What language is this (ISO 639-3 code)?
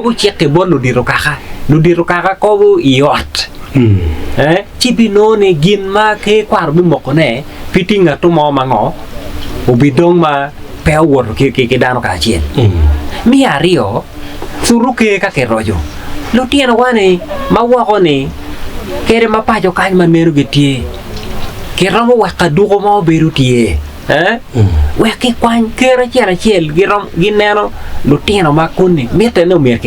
ach